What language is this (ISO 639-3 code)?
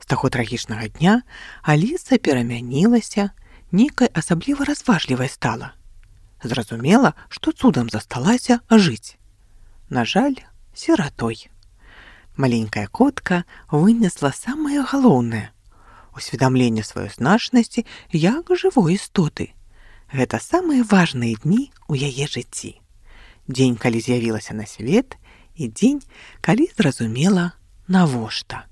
bel